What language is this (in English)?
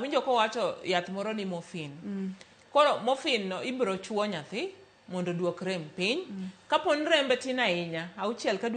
Luo (Kenya and Tanzania)